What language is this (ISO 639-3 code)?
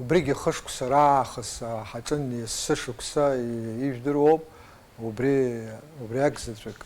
abk